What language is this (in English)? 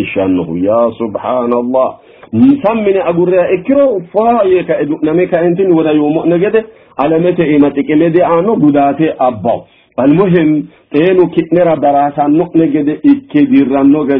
Sidamo